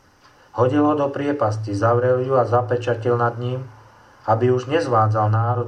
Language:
Slovak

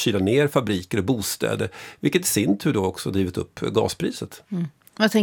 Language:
Swedish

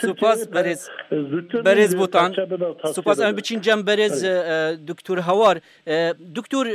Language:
Kurdish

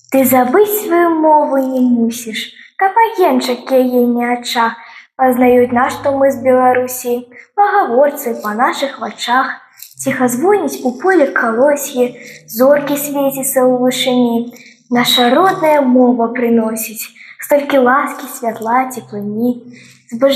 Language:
Belarusian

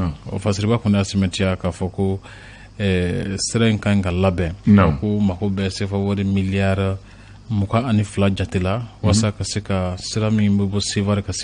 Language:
Bambara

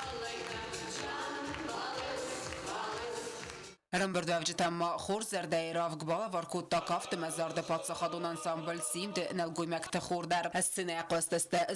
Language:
Ossetic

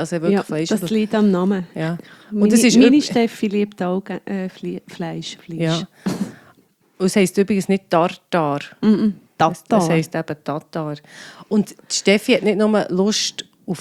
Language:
German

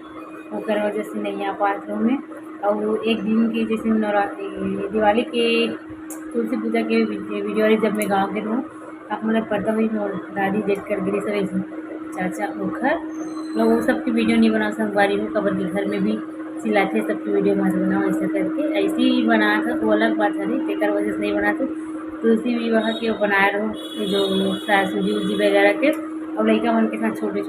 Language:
Chhattisgarhi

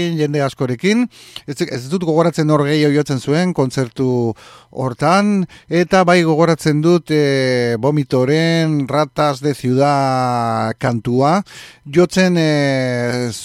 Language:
Basque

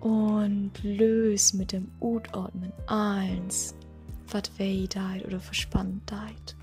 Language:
Low German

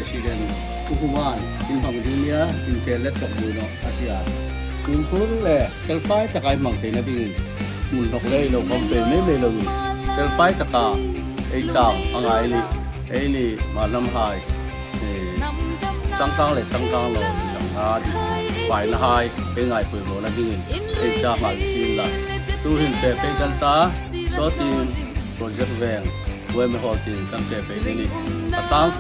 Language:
Hmar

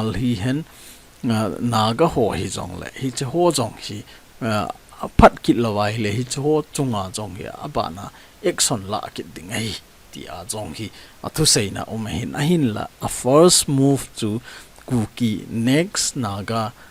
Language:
Thado Chin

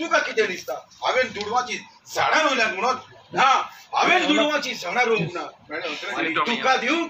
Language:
Konkani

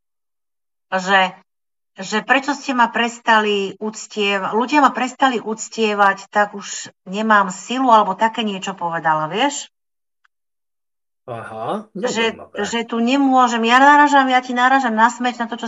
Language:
Slovak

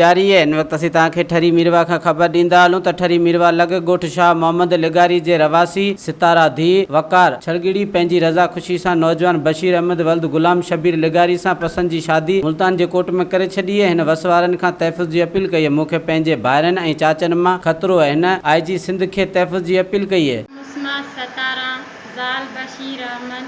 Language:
Sindhi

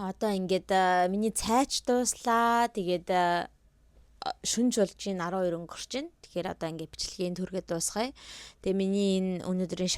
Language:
Mongolian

